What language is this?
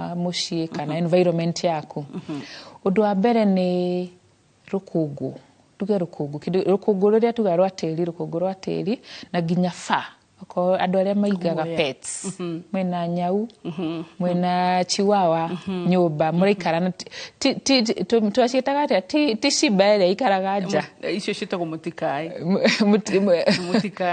Kikuyu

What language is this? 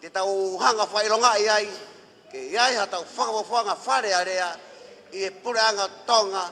Tongan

